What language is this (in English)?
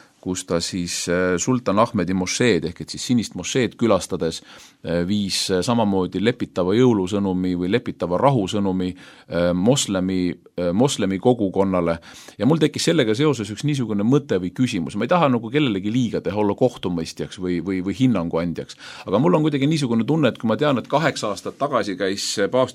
Estonian